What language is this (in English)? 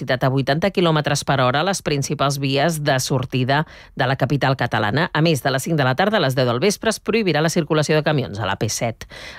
Catalan